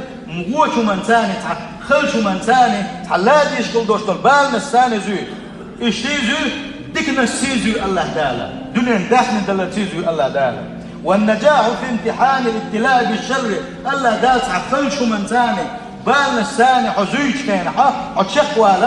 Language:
Chechen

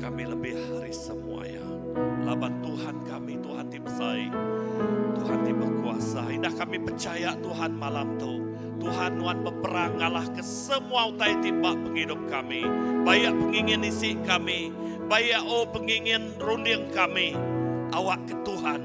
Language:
Iban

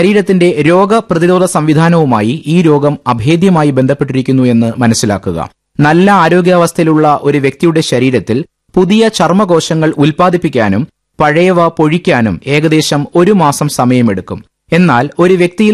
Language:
Malayalam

